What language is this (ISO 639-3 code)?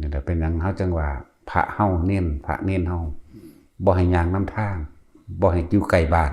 tts